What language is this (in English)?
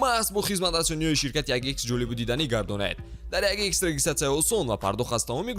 Tajik